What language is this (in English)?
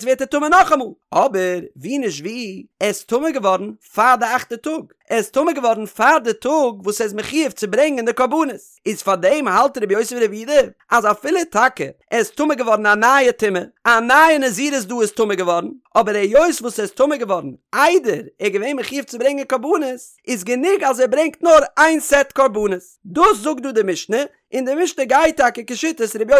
Yiddish